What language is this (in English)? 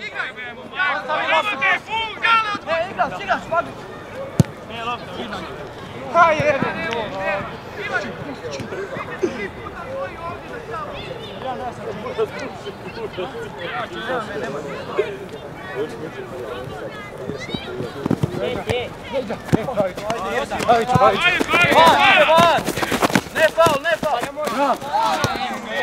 Croatian